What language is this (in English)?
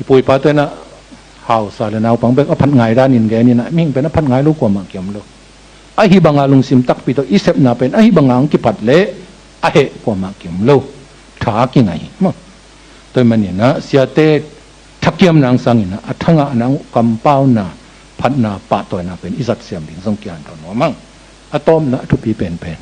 Tedim Chin